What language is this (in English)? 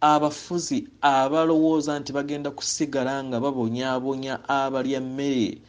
Ganda